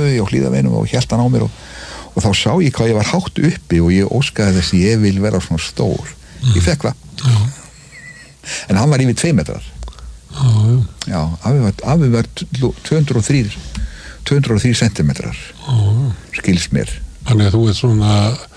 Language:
Icelandic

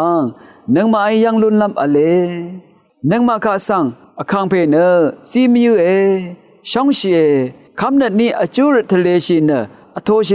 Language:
Rawang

